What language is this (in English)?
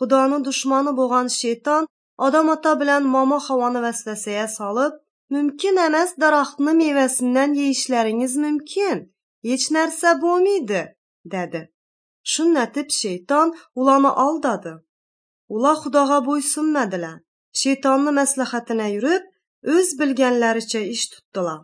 Uyghur